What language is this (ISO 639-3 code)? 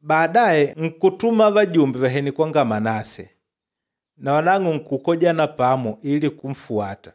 kde